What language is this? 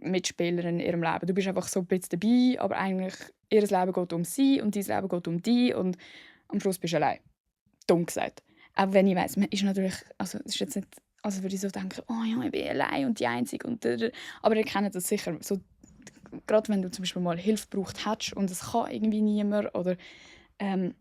Swiss German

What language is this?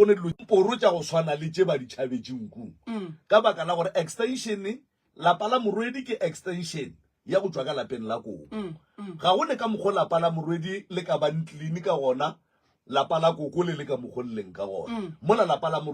Northern Sotho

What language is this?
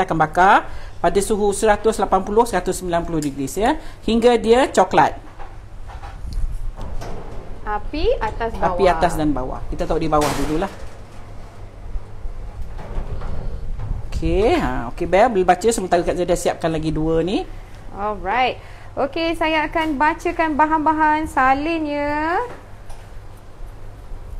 Malay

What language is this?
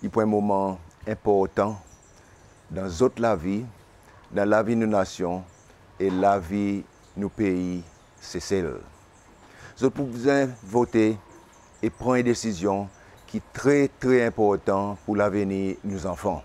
Seselwa Creole French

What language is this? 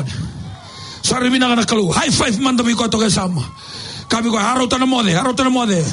Fijian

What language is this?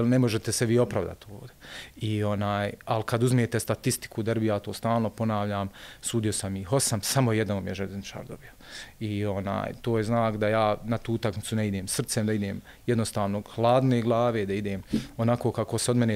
Bosnian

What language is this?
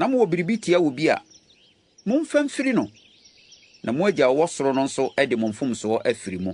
Akan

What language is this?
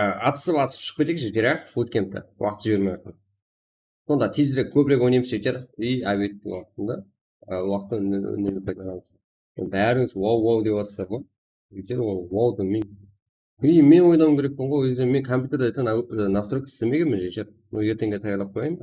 Kara-Kalpak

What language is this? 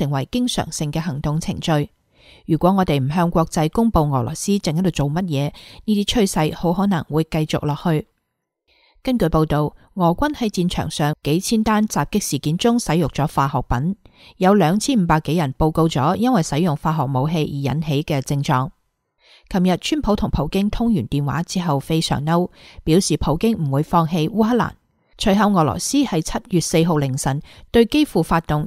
Cantonese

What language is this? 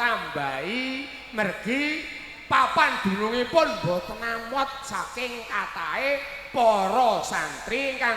Javanese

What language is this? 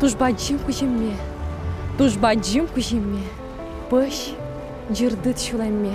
Udmurt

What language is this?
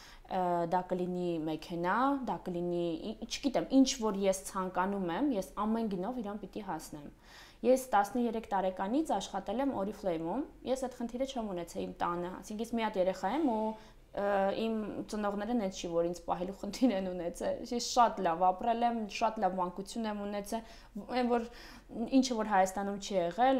Armenian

